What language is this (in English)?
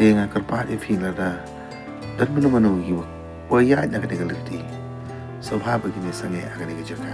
Khasi